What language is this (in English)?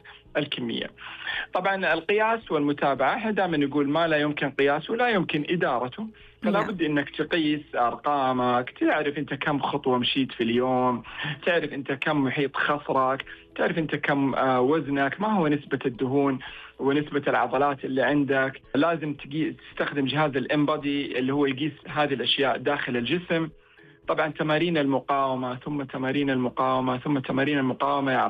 Najdi Arabic